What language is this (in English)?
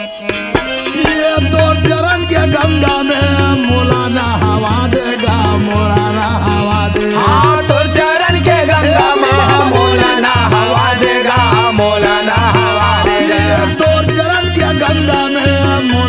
Chhattisgarhi